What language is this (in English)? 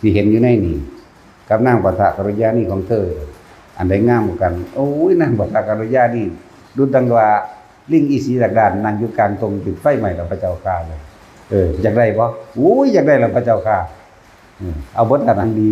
Northeastern Thai